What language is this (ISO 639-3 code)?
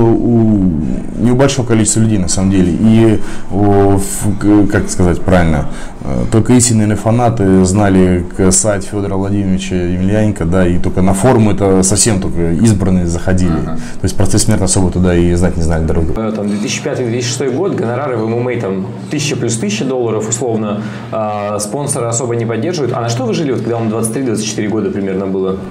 rus